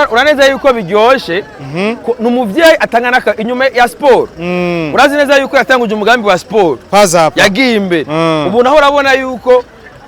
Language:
Rundi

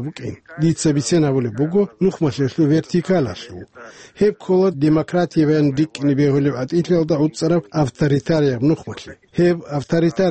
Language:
Avaric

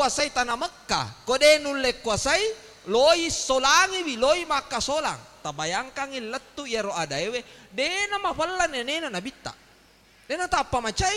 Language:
Buginese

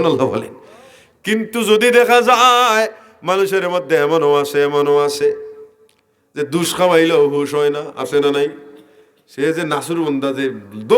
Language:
Sylheti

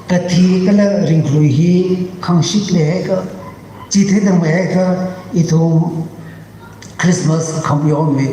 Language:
Tangkhul Naga (India)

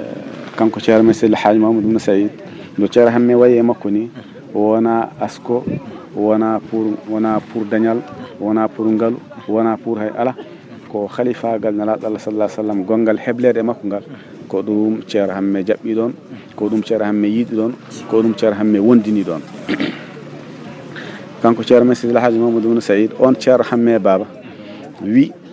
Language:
Fula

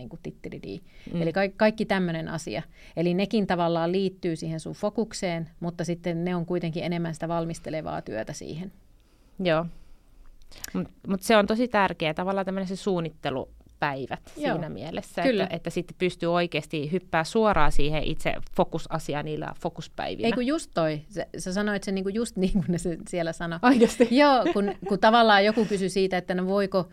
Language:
Finnish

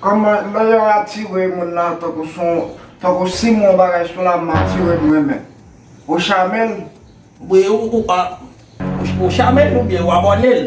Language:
Haitian Creole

